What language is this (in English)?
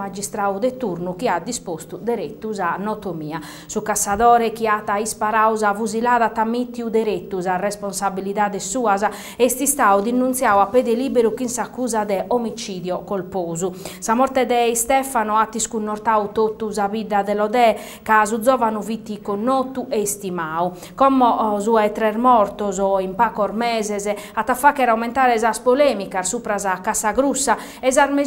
Sardinian